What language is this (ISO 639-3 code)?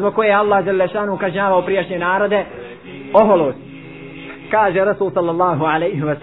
bos